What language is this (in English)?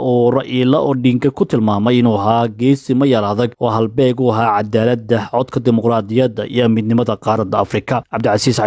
Somali